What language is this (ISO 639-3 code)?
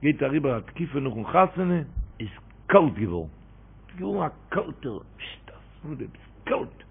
yid